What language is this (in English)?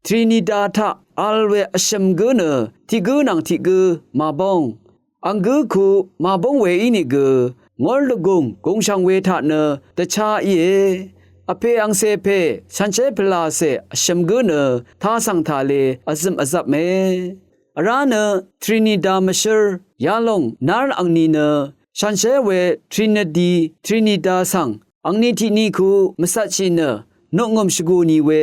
Rawang